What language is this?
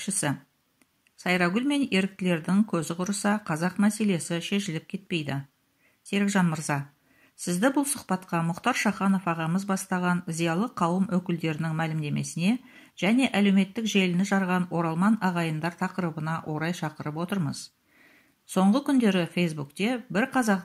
Kazakh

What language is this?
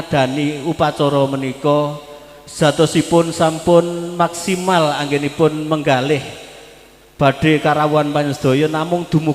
Javanese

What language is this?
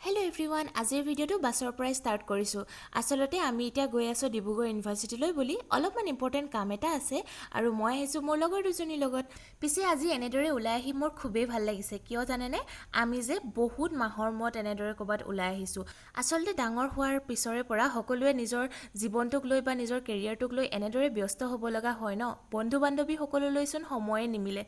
Assamese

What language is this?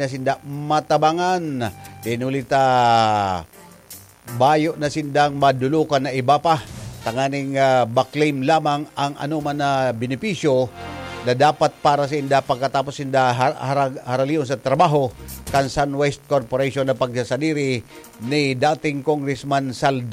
Bikol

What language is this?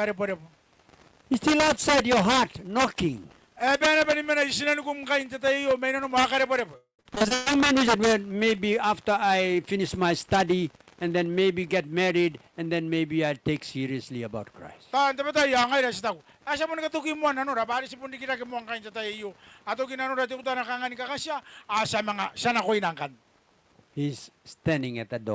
Gilbertese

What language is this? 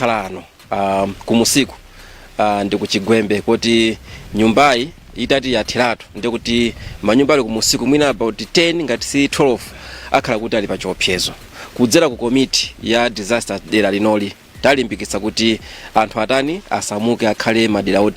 Nyanja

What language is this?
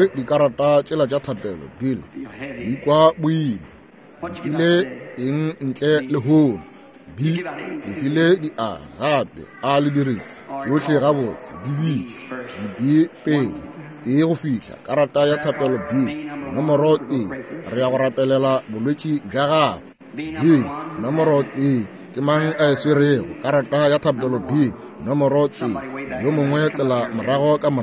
Northern Sotho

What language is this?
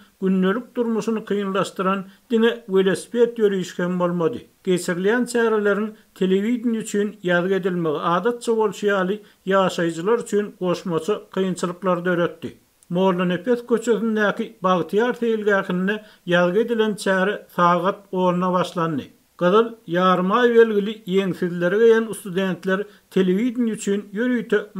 Turkmen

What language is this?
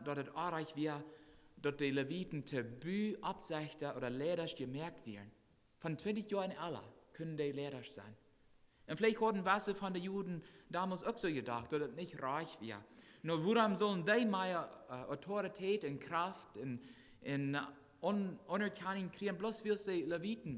Plautdietsch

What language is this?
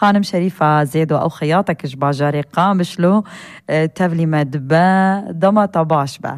Kurdish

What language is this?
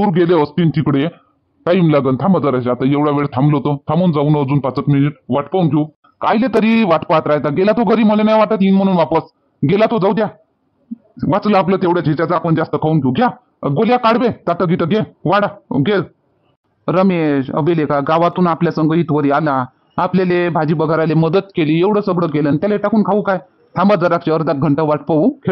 Marathi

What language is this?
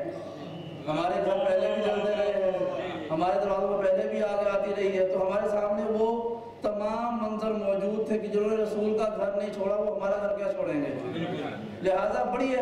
Urdu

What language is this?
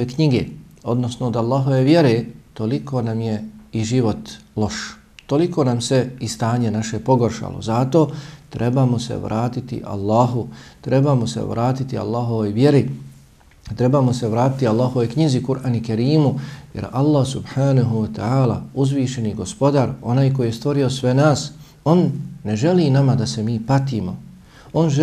Bosnian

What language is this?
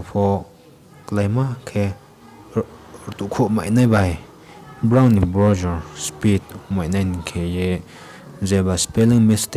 Riang (India)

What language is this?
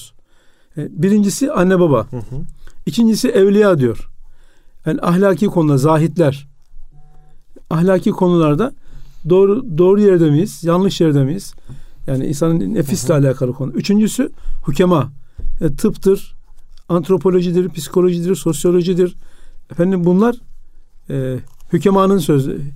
Turkish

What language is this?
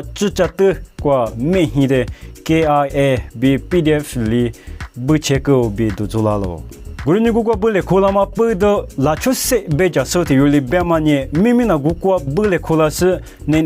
Lisu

